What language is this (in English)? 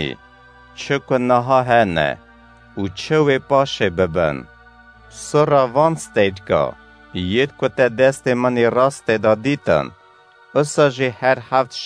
Kurdish